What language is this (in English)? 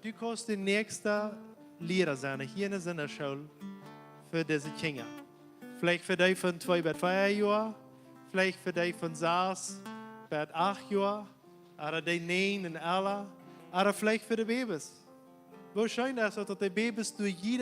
Plautdietsch